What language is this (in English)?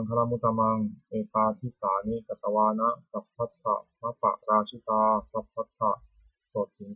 Pali